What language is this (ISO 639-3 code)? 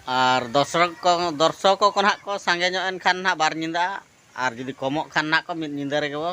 sat